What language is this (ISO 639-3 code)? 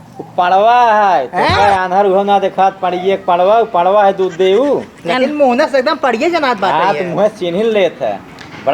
awa